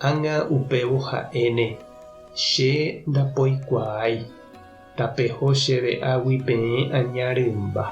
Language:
Guarani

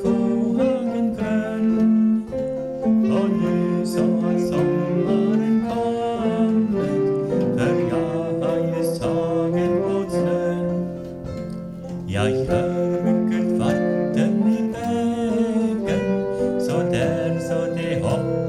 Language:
Swedish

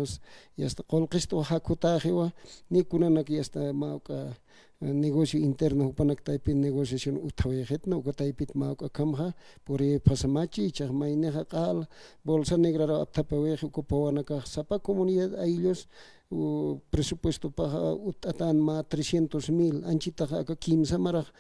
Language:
Aymara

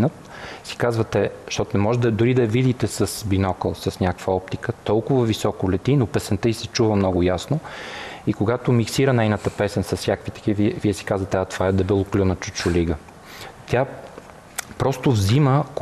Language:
Bulgarian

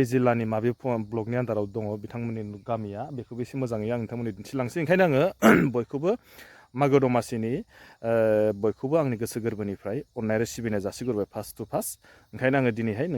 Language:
Bodo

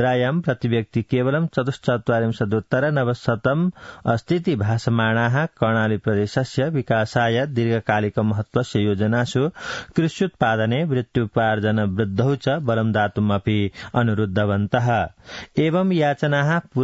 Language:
Sanskrit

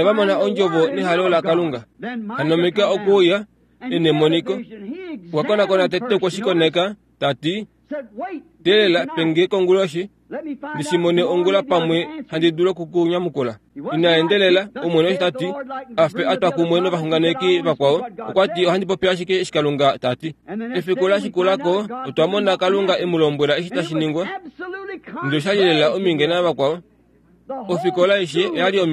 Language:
Kuanyama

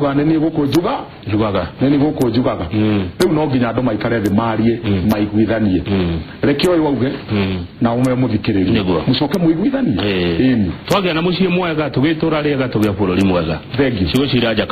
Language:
Kikuyu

